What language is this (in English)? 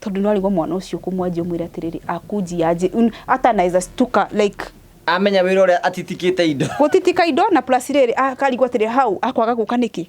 Kikuyu